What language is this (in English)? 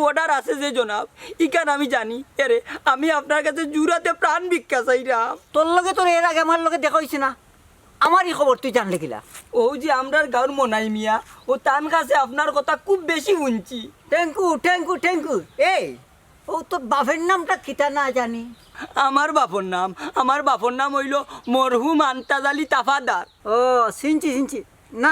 Sylheti